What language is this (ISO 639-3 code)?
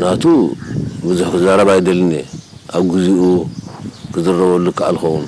tir